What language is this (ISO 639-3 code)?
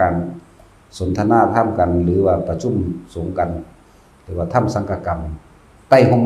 tts